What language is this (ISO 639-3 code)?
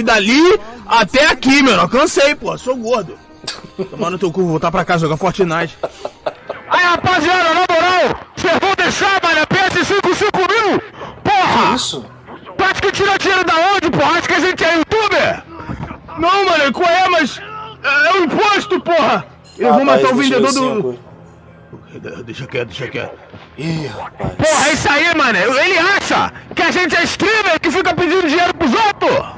por